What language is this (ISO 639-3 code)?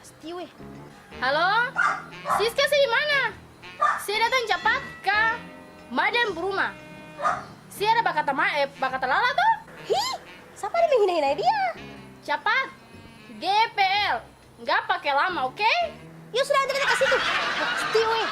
abs